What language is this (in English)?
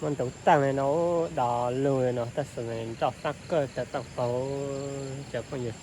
Hmong